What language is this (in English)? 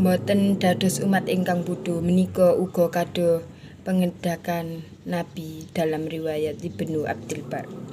Javanese